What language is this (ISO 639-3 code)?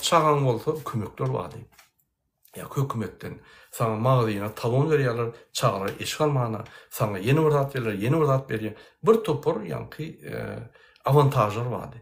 tuk